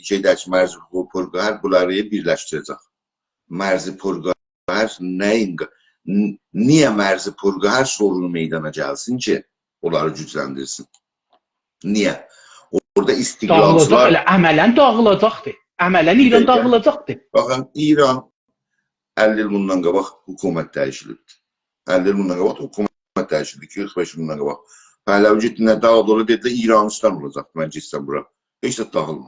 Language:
South Azerbaijani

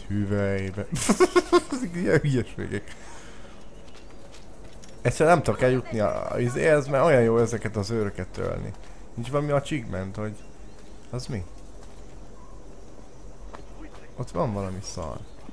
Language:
Hungarian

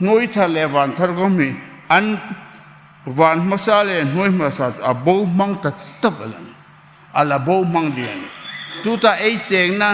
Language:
Hmar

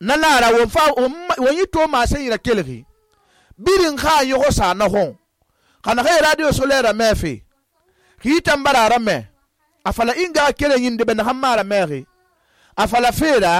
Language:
Susu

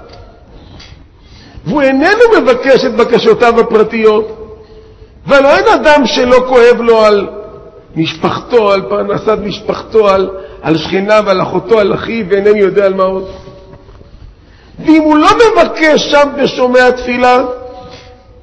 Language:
Hebrew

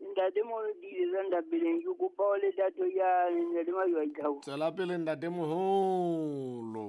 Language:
Southern Sotho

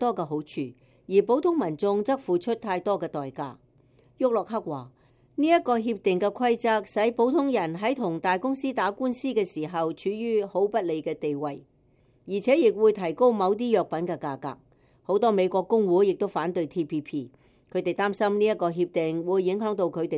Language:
Cantonese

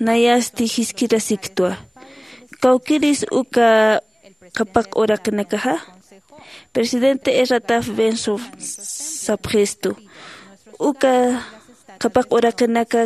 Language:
Aymara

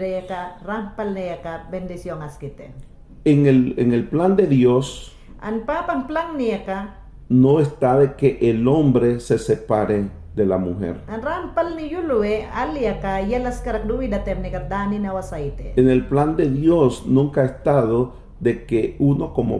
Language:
Mayangna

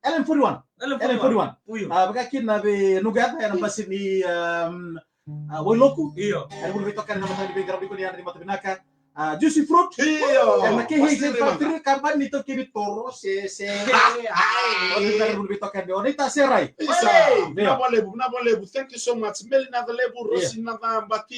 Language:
Fijian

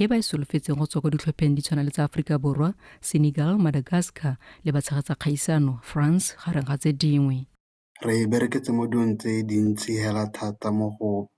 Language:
Tswana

